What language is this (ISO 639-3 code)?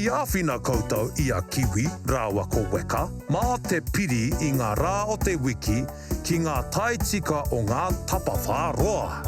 mri